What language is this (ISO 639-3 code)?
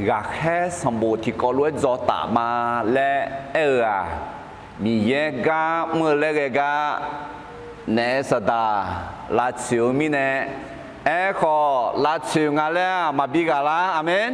ahk